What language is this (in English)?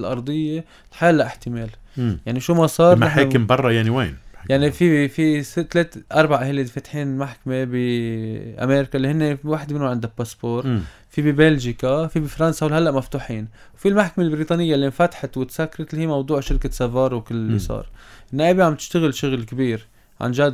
North Levantine Arabic